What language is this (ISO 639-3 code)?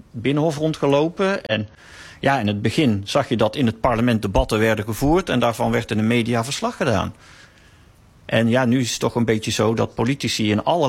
nld